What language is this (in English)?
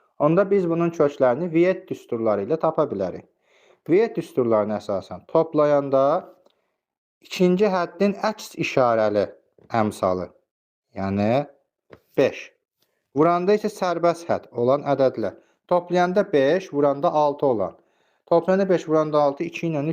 Azerbaijani